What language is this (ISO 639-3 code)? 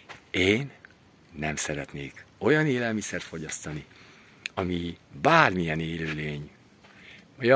hun